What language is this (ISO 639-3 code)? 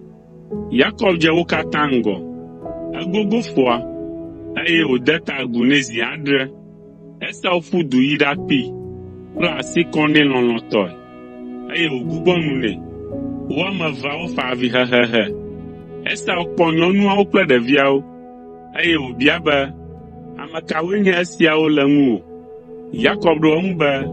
ewe